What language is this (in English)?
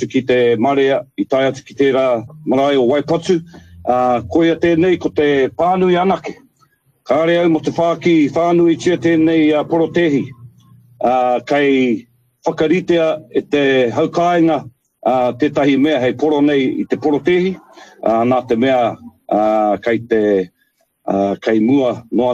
Māori